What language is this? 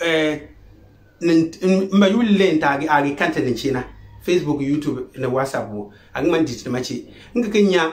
Konkomba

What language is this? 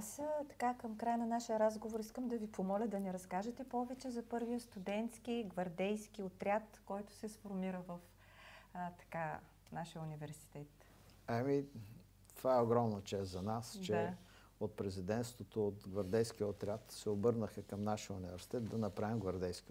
Bulgarian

